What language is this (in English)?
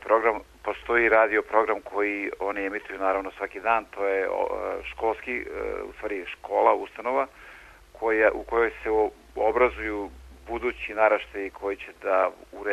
Serbian